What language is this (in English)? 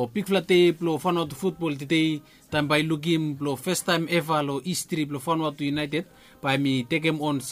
Bislama